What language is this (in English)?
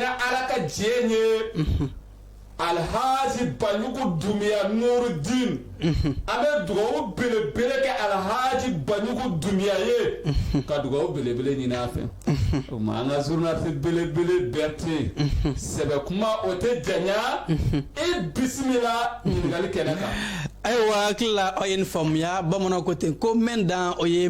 Bambara